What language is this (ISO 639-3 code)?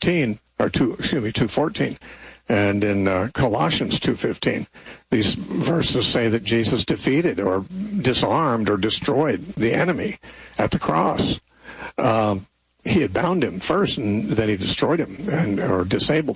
eng